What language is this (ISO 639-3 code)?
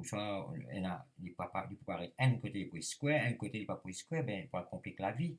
mfe